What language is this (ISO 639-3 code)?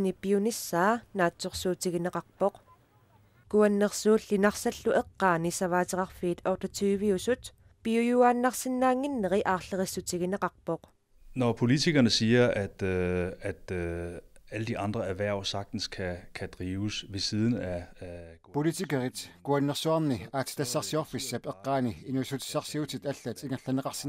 kal